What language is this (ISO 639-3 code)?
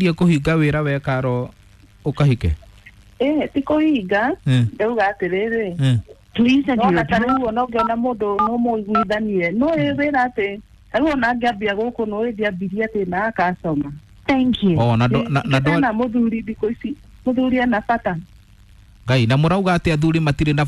kik